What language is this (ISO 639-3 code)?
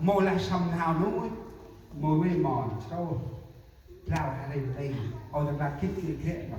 cmo